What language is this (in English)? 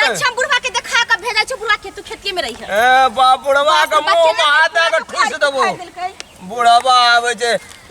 Maithili